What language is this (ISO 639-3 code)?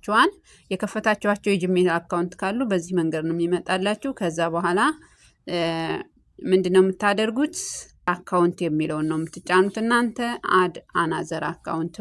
amh